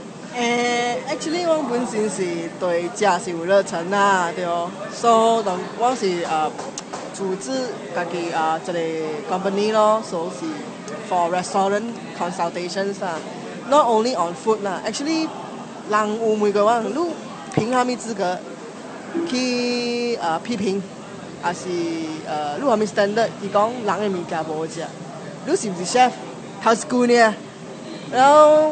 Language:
Min Nan Chinese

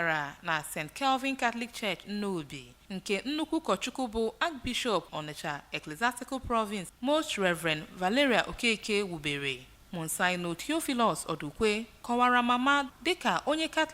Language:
Igbo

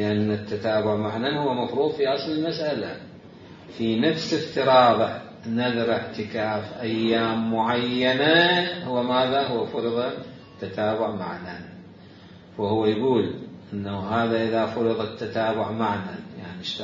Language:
Mesopotamian Arabic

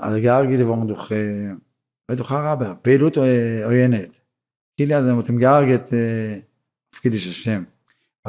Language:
Yiddish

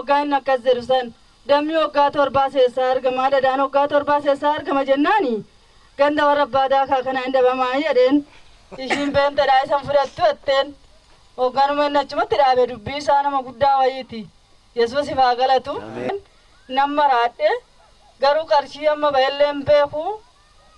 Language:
Oromo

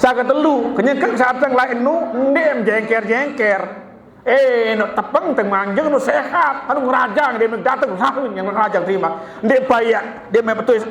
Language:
Sasak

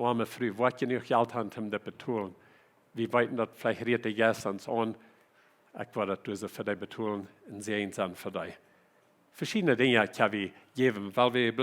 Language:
Plautdietsch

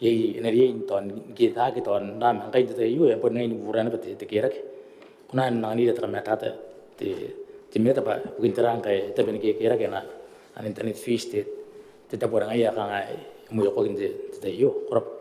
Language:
Gilbertese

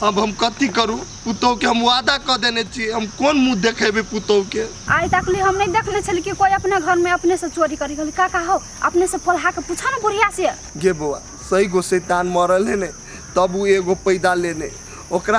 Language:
Maithili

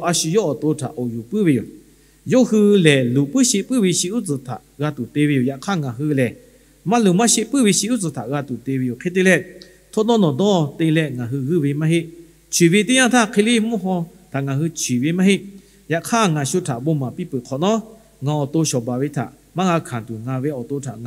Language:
Lahu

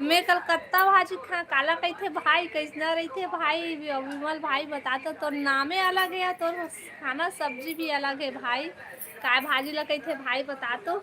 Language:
Chhattisgarhi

